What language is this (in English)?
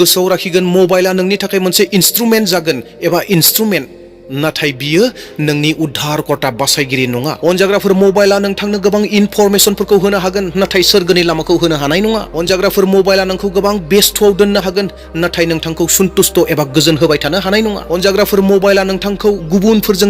Bodo